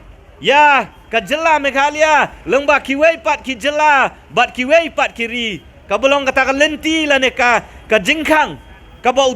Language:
Khasi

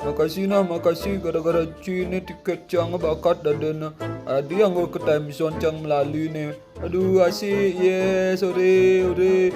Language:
Balinese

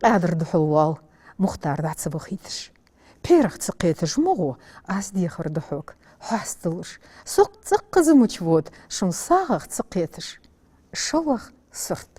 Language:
Ingush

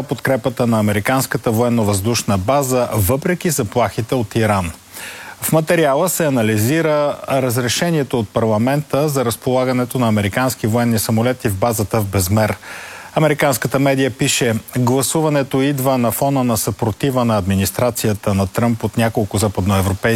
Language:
Bulgarian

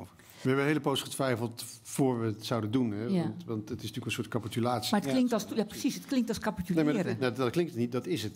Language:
Dutch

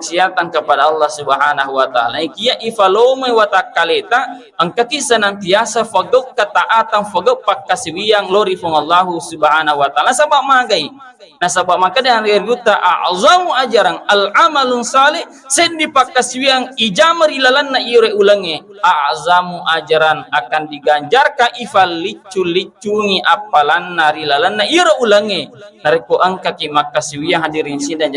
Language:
Buginese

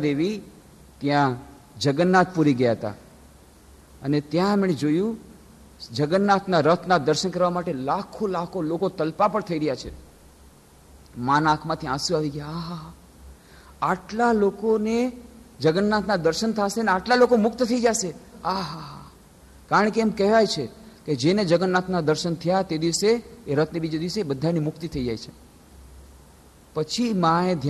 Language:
Gujarati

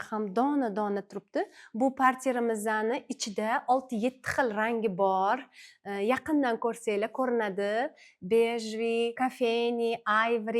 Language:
Uzbek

